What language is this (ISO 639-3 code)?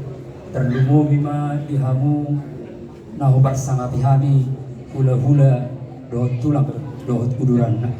bbc